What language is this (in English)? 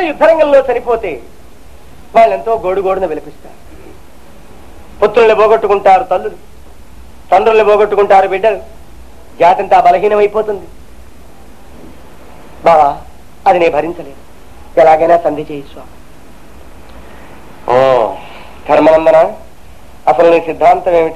Telugu